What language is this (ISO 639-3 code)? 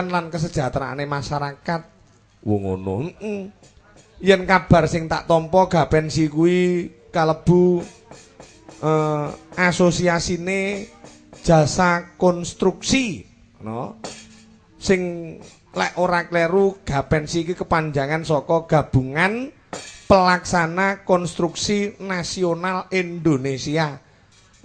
jav